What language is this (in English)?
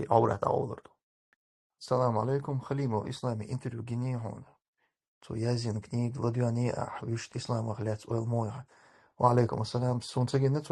Chechen